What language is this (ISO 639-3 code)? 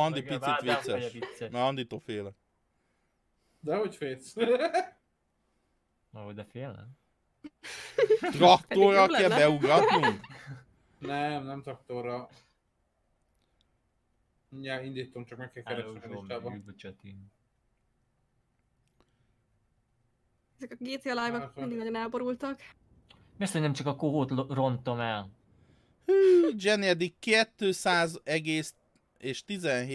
hun